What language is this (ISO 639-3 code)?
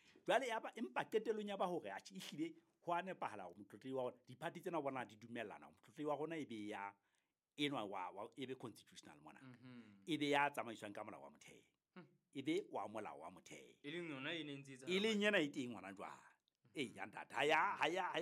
sot